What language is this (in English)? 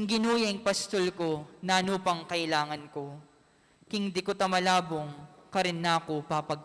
Pampanga